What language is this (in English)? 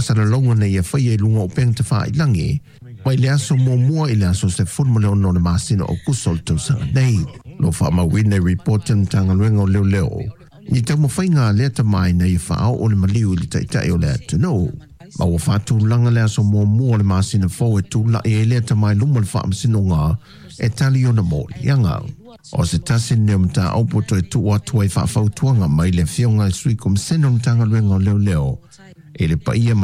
Samoan